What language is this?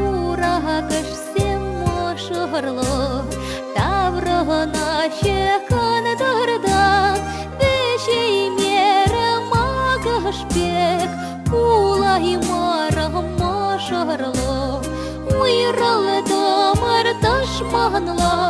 Chuvash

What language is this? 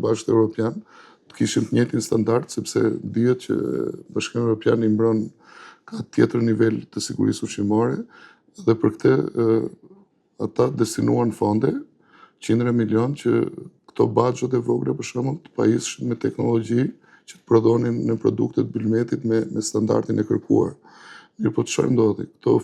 Albanian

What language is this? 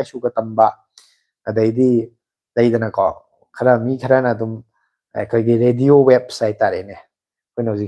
Manipuri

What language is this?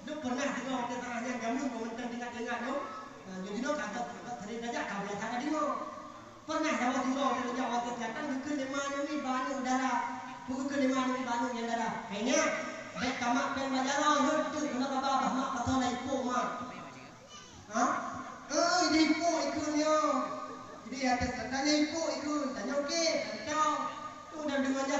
Malay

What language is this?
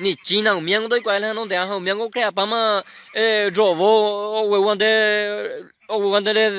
Guarani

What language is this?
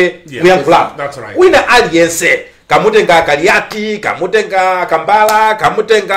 Nyanja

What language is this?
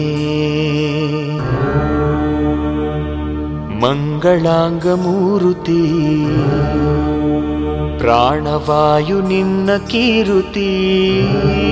Kannada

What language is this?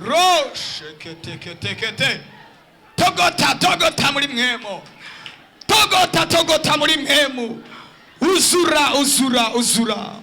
Rundi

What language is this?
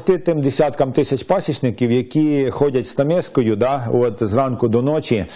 Ukrainian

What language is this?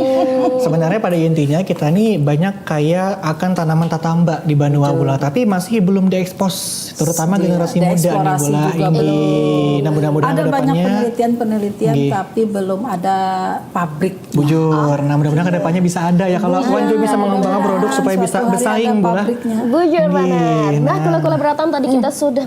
Banjar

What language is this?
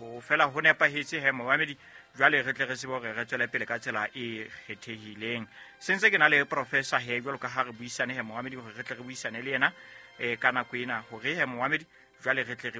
Southern Sotho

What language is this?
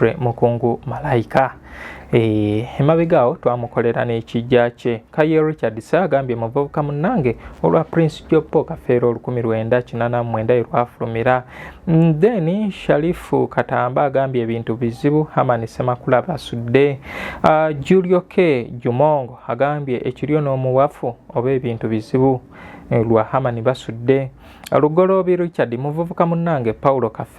Ganda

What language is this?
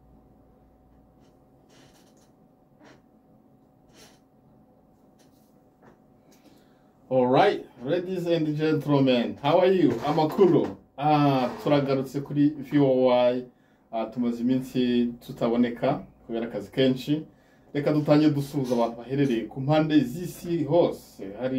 Kinyarwanda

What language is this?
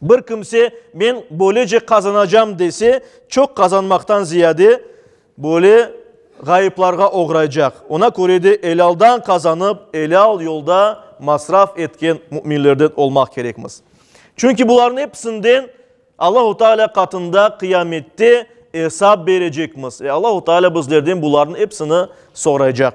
Crimean Tatar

